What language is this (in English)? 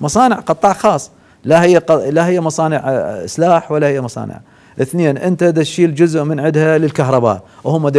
Mesopotamian Arabic